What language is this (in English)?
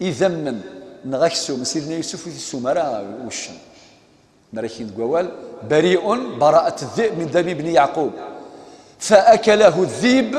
Kabyle